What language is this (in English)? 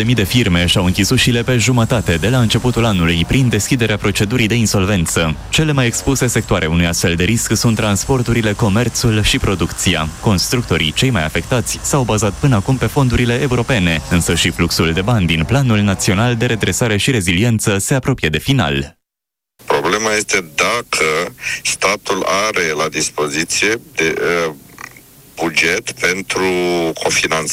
Romanian